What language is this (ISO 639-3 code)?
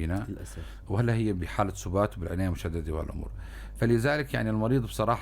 apc